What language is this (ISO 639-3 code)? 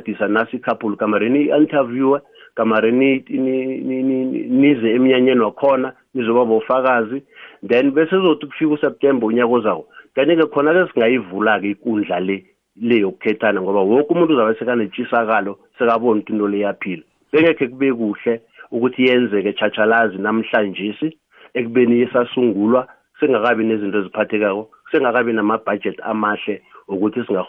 nbl